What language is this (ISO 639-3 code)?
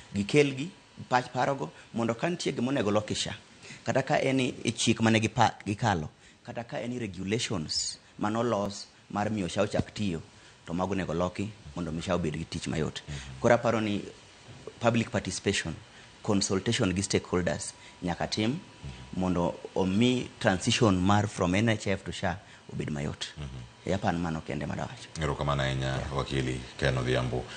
luo